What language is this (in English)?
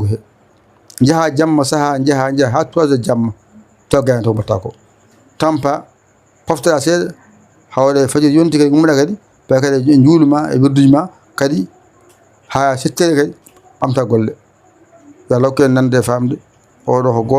Fula